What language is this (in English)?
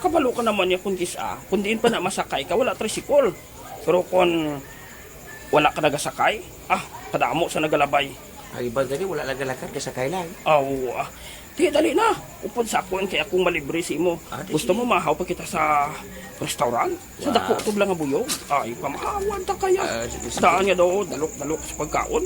Hiligaynon